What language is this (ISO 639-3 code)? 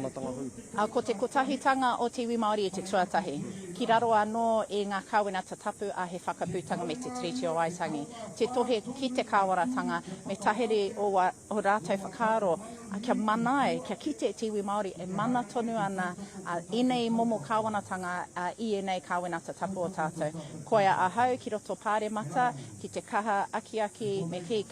mri